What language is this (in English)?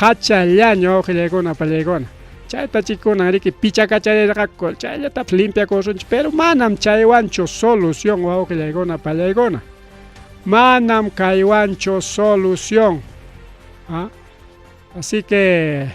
Ayacucho Quechua